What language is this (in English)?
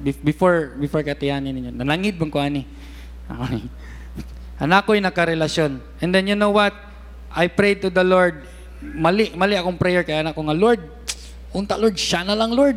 Cebuano